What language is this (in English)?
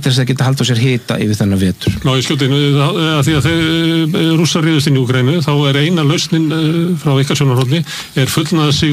Icelandic